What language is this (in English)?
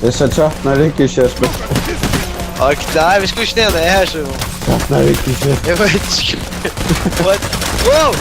Faroese